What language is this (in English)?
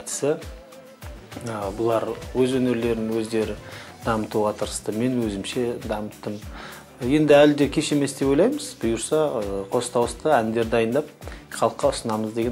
Kazakh